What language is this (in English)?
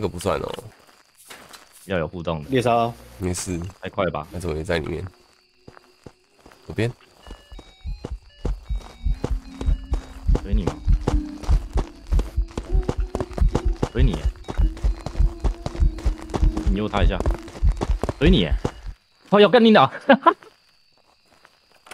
Chinese